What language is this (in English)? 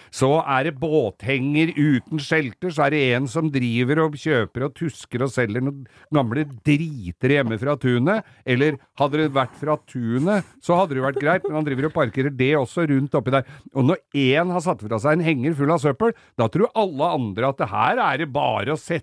Norwegian